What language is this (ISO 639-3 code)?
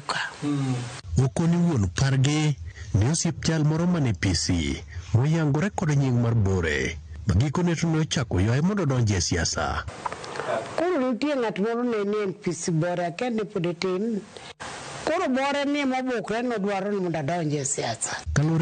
luo